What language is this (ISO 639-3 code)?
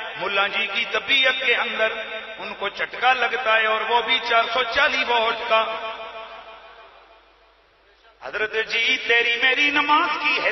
urd